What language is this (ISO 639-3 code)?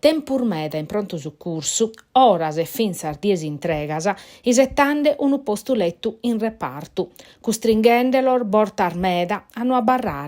srd